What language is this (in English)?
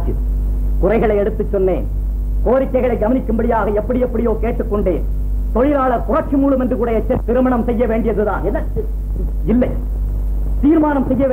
Tamil